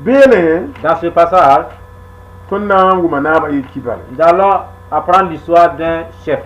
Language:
Mossi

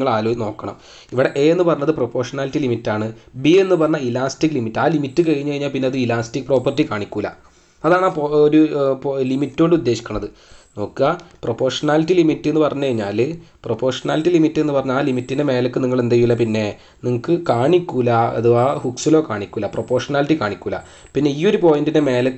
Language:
Malayalam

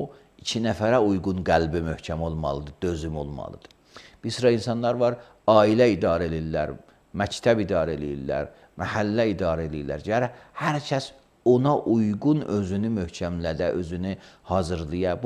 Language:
Azerbaijani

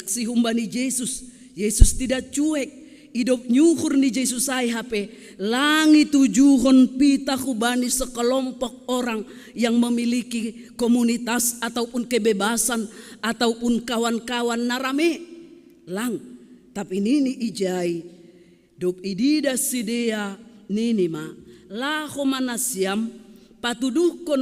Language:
Batak Simalungun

